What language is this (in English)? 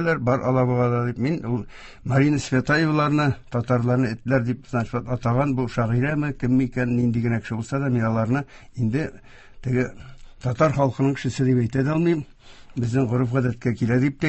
Tatar